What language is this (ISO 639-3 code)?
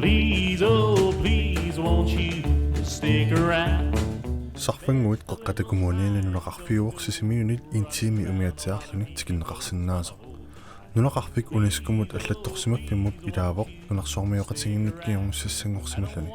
kal